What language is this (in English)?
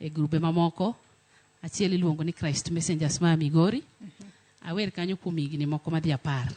Luo (Kenya and Tanzania)